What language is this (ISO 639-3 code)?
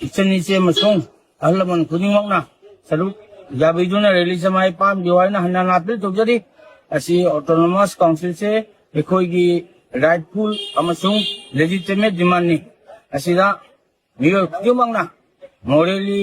mni